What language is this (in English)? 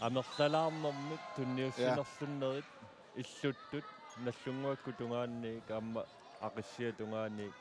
Kalaallisut